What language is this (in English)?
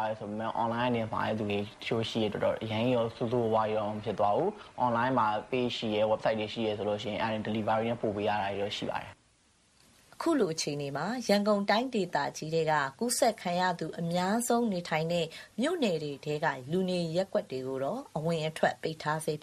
Burmese